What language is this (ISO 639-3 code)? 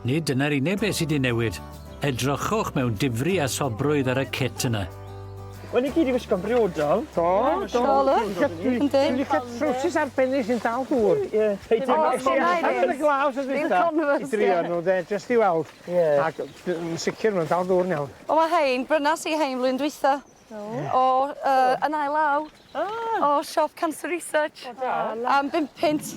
cym